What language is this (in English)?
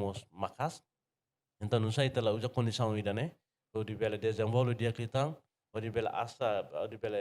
Tetum